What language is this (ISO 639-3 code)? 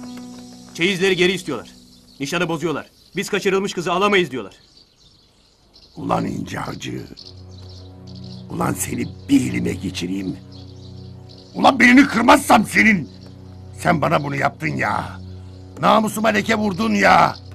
tur